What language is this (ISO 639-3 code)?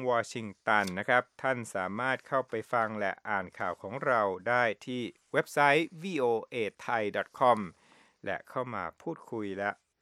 tha